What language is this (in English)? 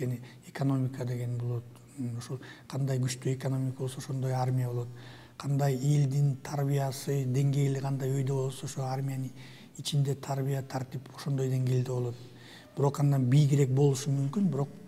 Kyrgyz